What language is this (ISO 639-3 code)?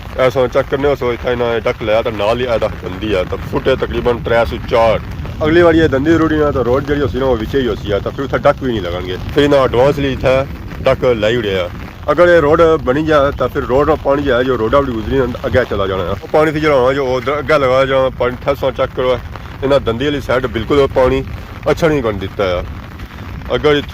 phr